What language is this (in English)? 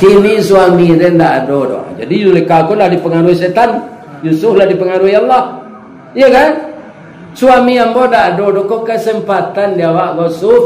Minangkabau